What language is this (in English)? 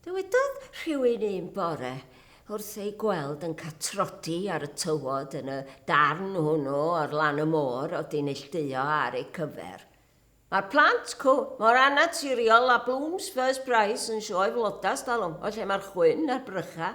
Welsh